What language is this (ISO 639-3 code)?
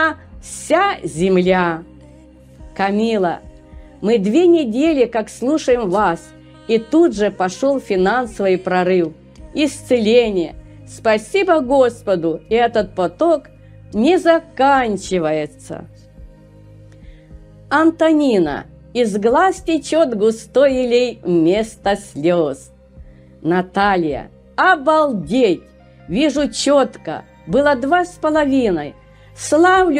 rus